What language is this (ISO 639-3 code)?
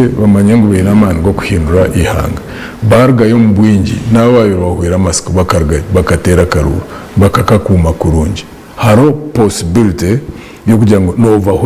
nyn